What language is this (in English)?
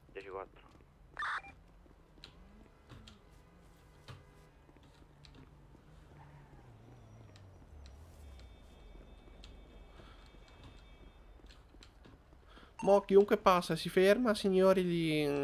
Italian